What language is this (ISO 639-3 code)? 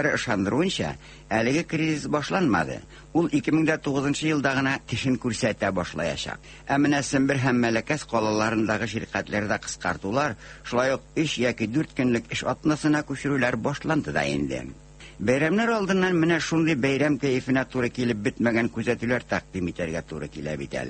tat